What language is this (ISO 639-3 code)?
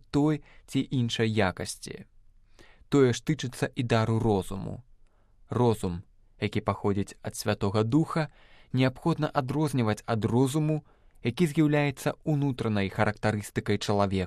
bel